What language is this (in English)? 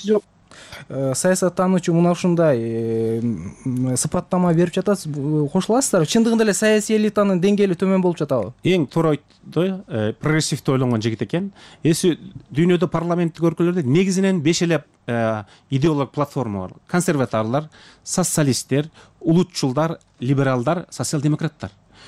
Kyrgyz